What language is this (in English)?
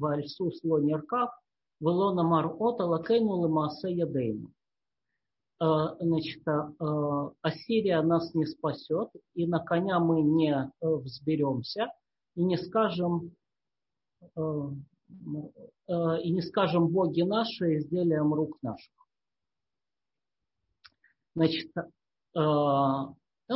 Russian